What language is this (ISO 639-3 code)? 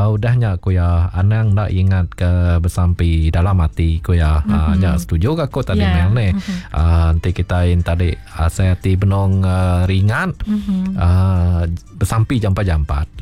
iba